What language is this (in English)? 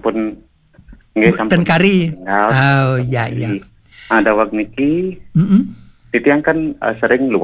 Balinese